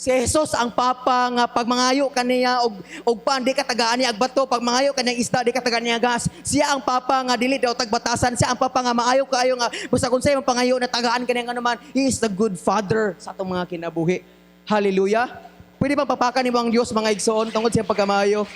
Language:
Cebuano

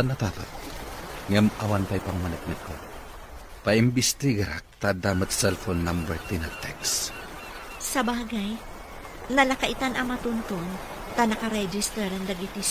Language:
Iloko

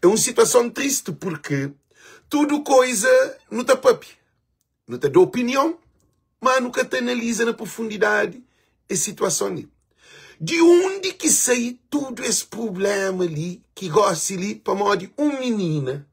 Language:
Kabuverdianu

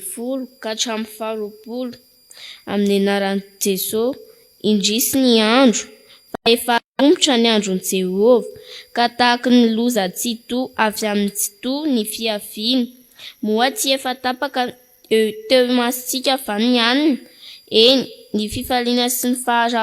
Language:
Malagasy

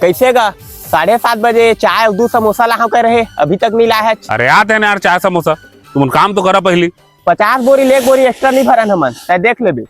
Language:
Chhattisgarhi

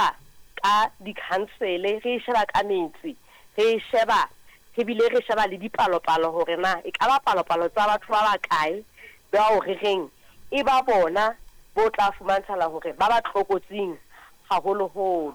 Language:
Southern Sotho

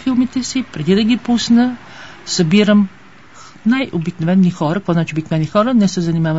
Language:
Bulgarian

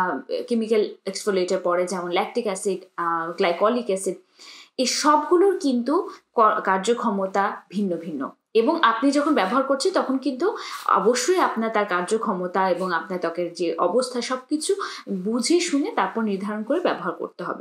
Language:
Bangla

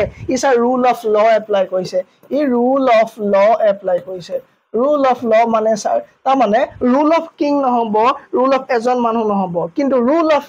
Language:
Assamese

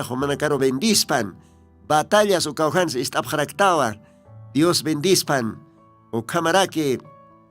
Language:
Aymara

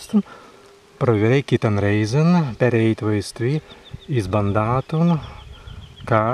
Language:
Prussian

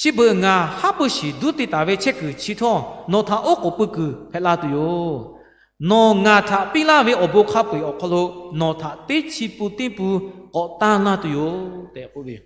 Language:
Lahu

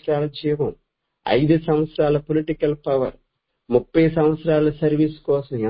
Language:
Telugu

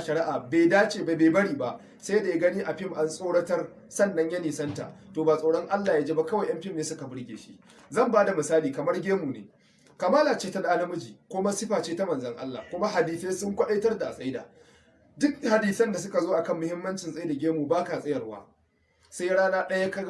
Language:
Hausa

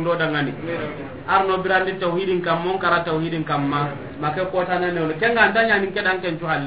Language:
Soninke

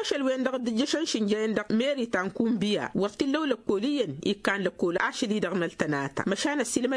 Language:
Tamasheq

